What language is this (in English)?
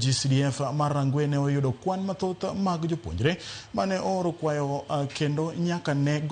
Luo (Kenya and Tanzania)